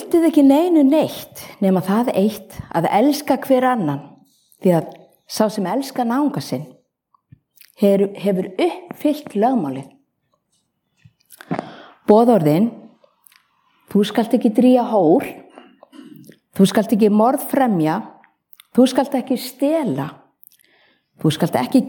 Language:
Icelandic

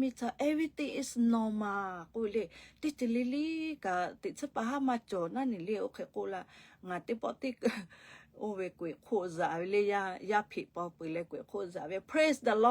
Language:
Lahu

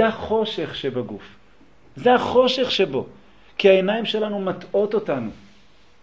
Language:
Hebrew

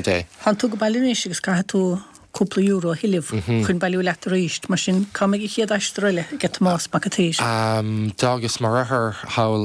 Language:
Irish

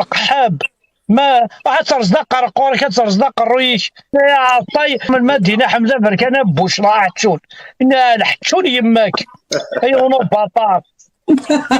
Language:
Kabyle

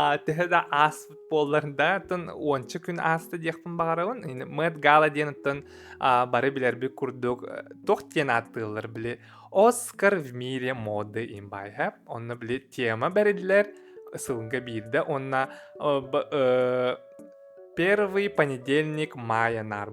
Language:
Yakut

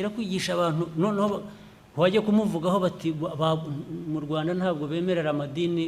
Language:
Kinyarwanda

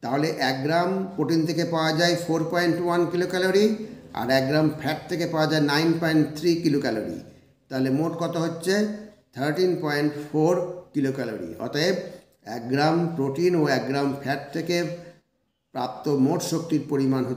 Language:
Bangla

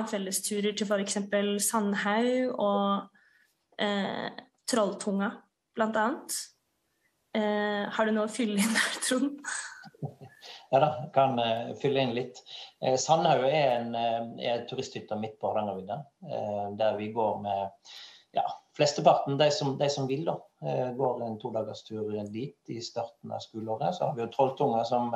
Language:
Norwegian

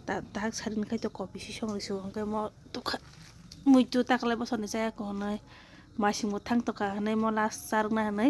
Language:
Kok Borok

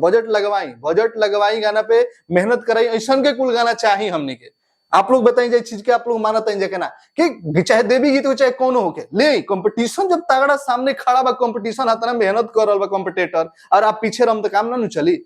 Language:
Bhojpuri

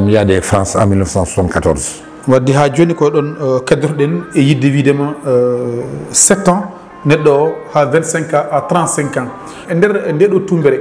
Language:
Fula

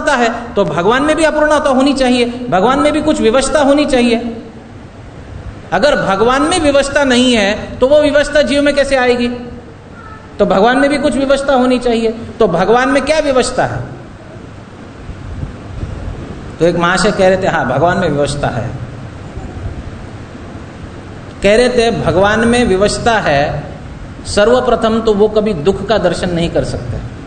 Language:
Hindi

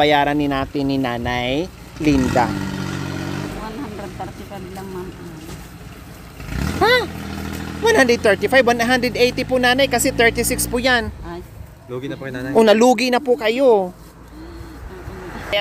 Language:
Filipino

